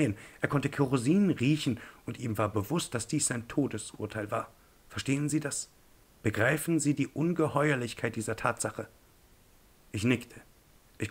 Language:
German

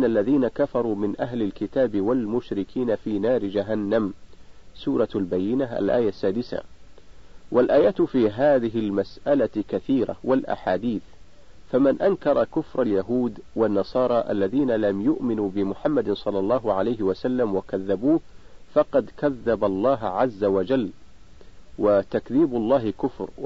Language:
Arabic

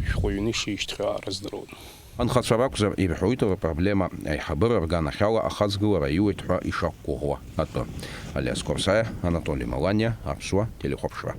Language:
Abkhazian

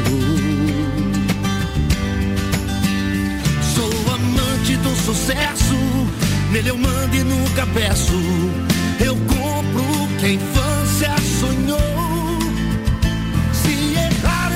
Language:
Portuguese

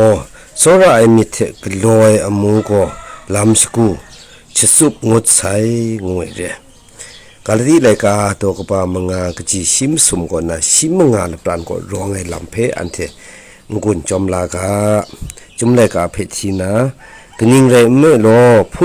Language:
Kachin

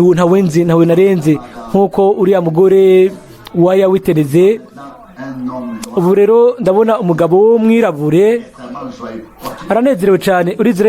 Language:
Rundi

